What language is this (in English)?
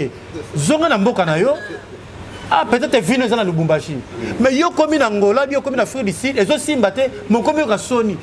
Lingala